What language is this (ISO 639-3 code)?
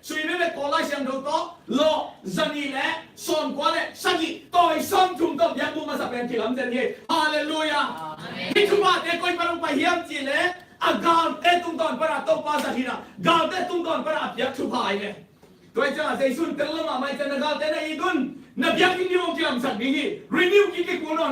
ctd